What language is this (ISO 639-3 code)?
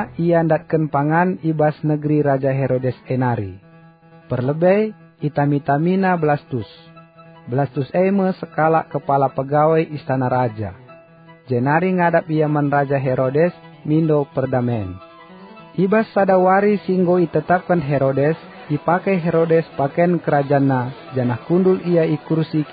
btx